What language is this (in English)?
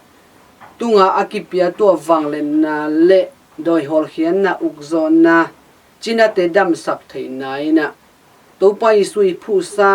Tedim Chin